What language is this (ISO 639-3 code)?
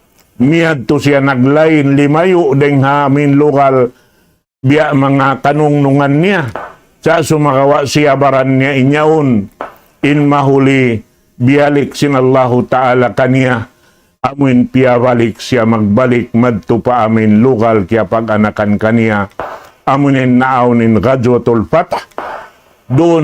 tsg